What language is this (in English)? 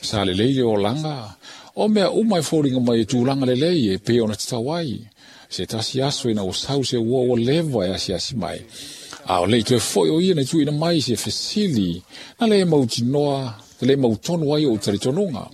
Samoan